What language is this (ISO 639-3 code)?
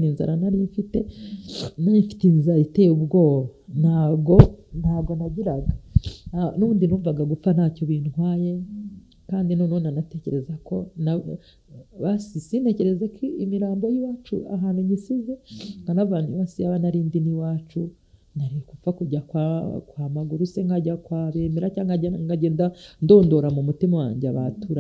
kin